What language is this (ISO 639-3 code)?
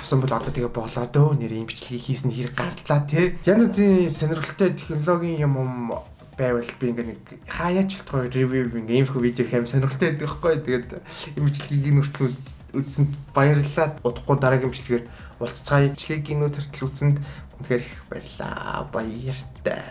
mon